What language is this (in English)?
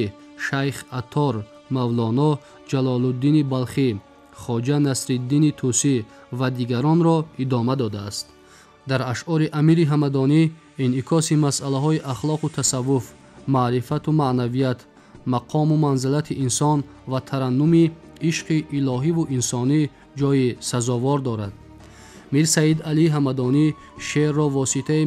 Tajik